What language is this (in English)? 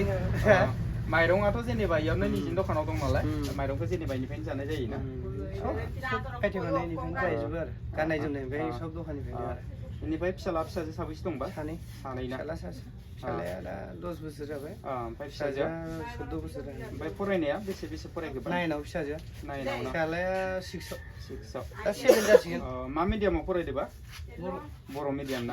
Bodo